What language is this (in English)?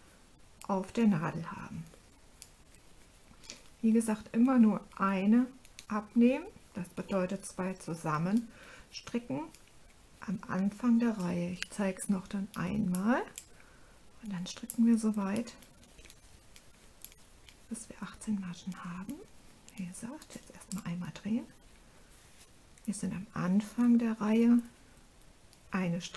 German